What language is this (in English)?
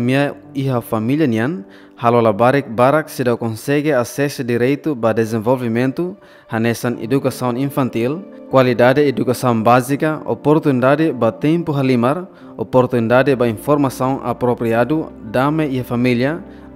Tetum